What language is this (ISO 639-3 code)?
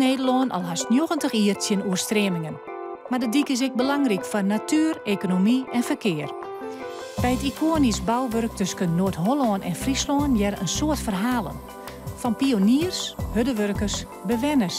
fry